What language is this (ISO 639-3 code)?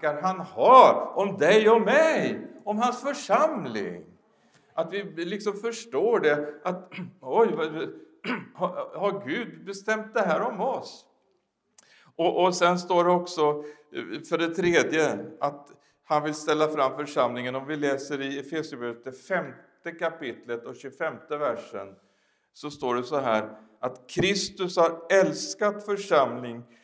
swe